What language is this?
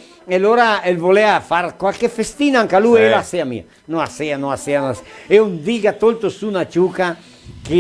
Venetian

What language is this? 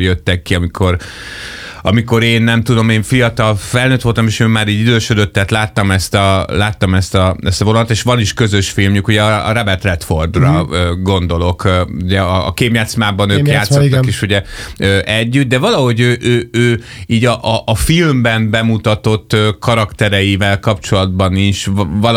Hungarian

